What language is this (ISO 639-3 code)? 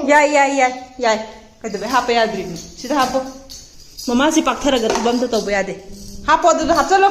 mni